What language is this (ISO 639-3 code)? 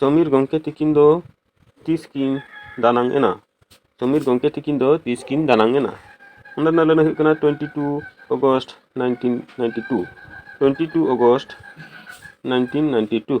sat